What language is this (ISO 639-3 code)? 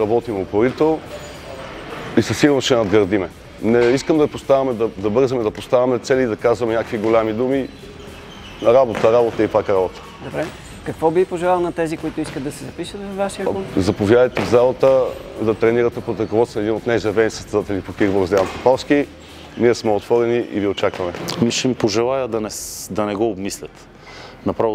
bul